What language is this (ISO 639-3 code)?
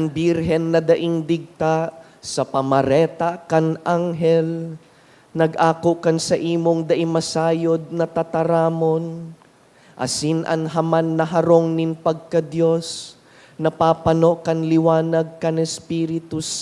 bik